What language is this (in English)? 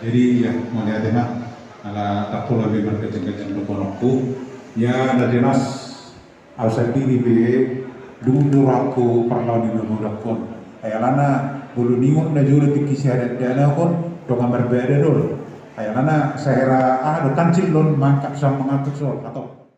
Batak Toba